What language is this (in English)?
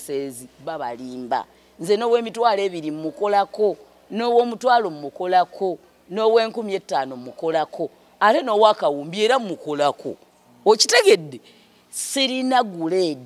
Ganda